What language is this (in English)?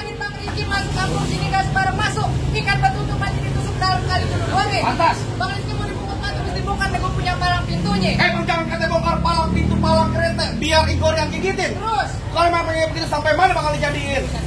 Betawi